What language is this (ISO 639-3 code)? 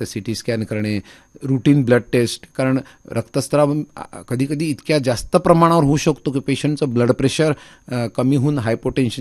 mar